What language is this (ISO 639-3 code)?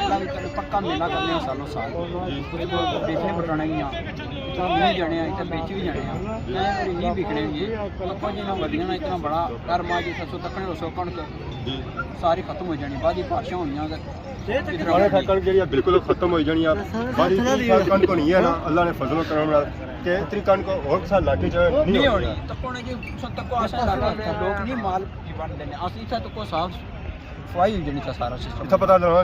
phr